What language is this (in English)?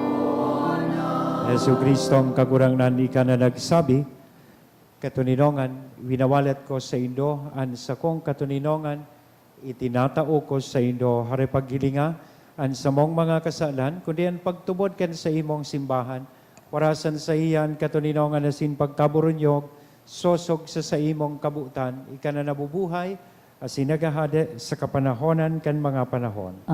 Bikol